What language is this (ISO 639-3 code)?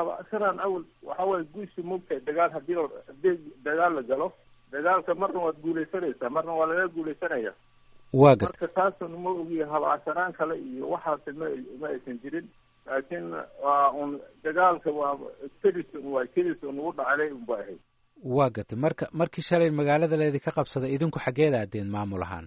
som